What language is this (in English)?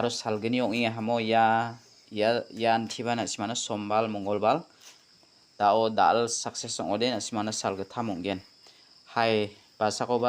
Garo